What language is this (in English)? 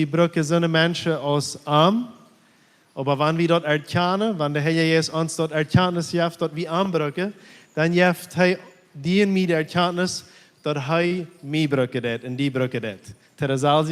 Plautdietsch